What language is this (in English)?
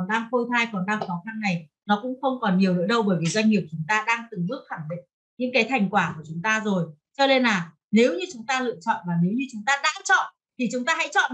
Vietnamese